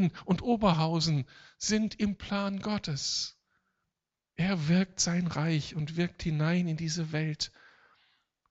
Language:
German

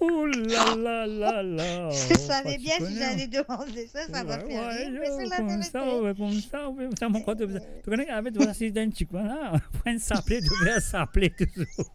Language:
Morisyen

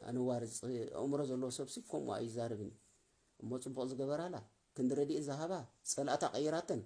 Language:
Tigrinya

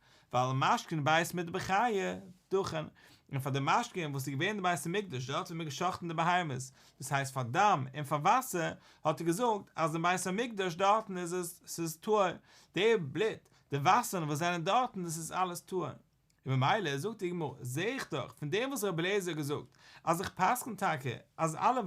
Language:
Yiddish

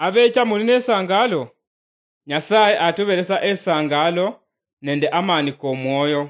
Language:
Luyia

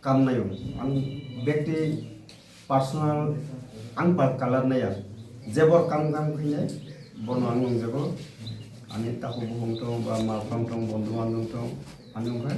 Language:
Kok Borok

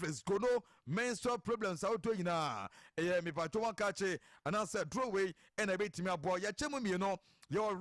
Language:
Akan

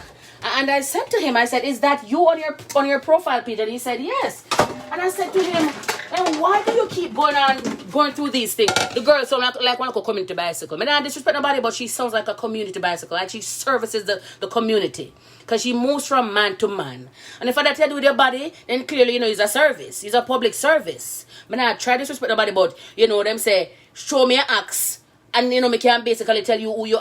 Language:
Jamaican Creole English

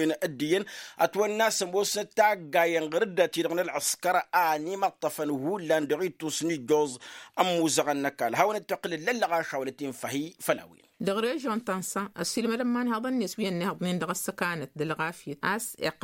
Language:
Tamasheq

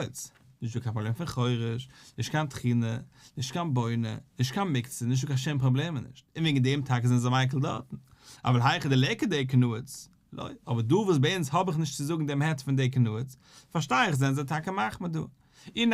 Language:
Yiddish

